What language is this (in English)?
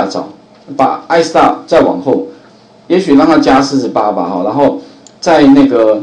Chinese